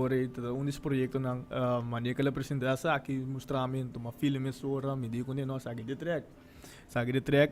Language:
Papiamento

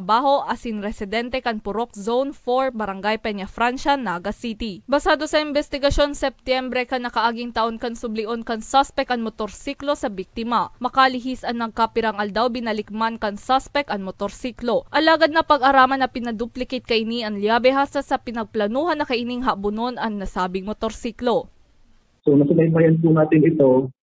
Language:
Bikol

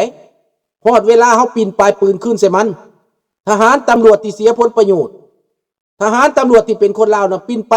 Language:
Lao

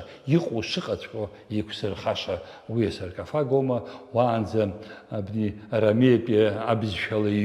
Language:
Abkhazian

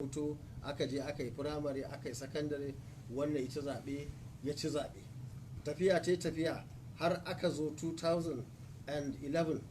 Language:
Hausa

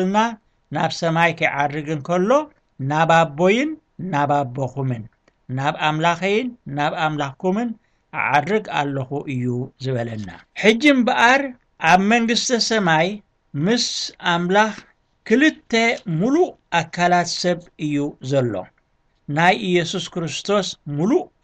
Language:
Tigrinya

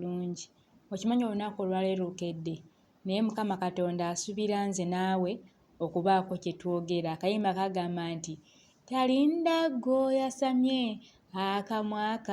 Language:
Ganda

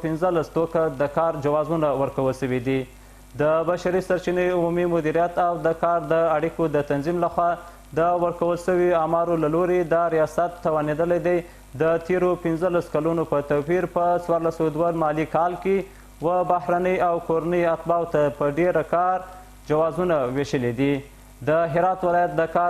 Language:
Pashto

